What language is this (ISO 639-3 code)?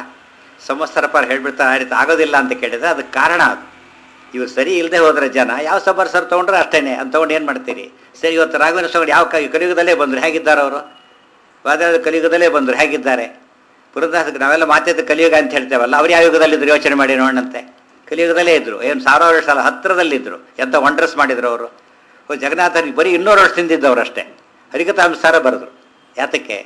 kan